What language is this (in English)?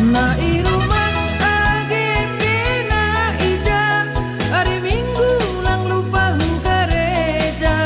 Batak Simalungun